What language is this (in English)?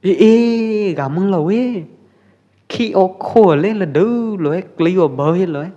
Pwo Eastern Karen